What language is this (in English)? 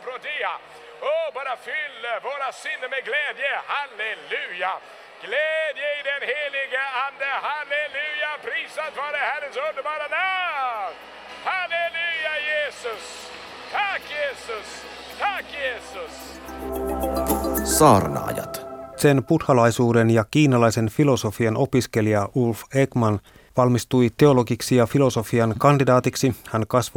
Finnish